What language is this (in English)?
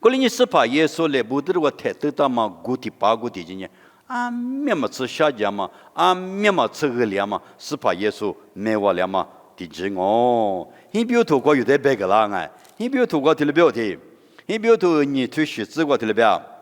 Lisu